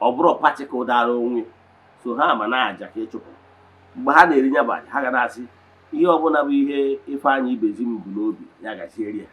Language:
Igbo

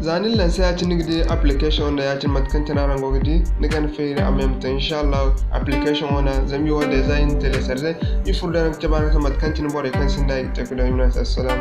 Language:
Zarma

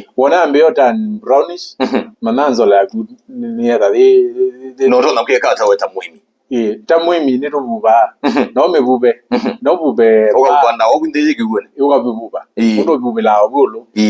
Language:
Kamba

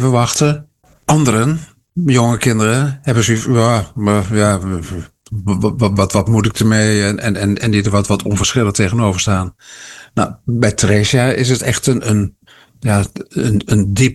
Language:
Dutch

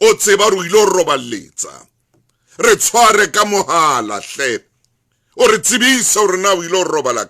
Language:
Southern Sotho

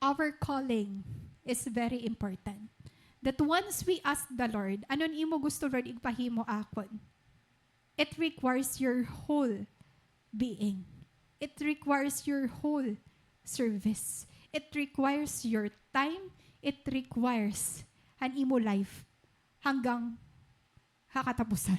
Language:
Waray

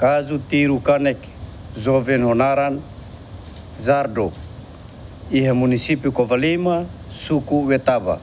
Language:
Tetum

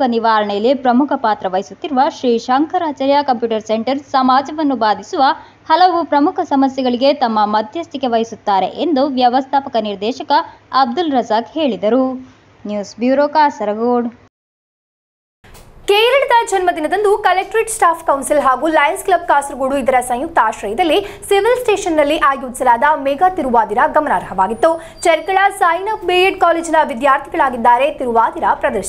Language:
Kannada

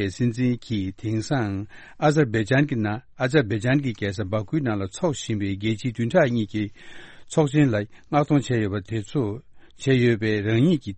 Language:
Tibetan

